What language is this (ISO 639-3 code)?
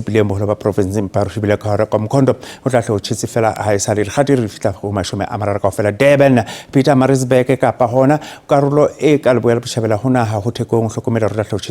sot